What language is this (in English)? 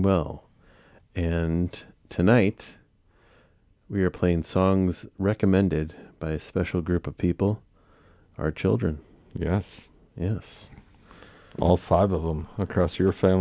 English